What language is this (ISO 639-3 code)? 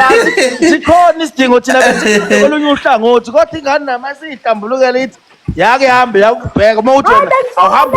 zul